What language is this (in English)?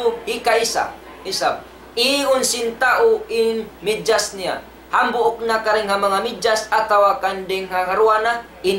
Tausug